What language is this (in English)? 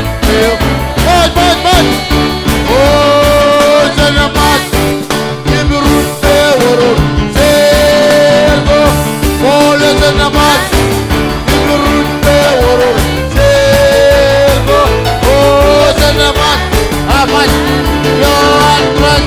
Marshallese